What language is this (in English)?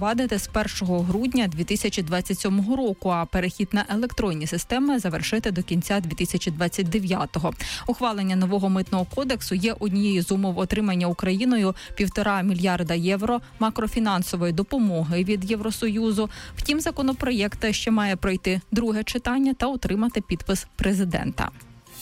Ukrainian